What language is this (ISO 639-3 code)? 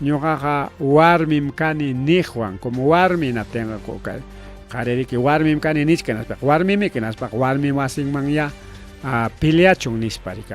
quy